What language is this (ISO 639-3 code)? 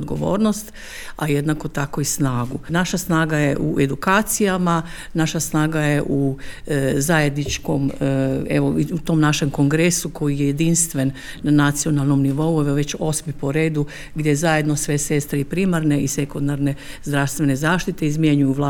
hrv